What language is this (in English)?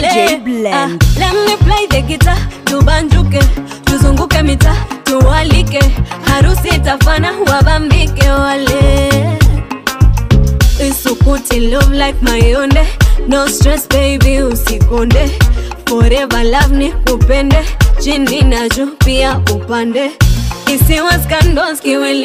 Swahili